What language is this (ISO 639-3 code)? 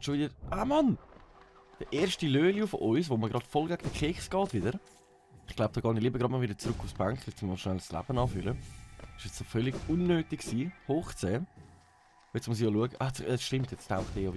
gsw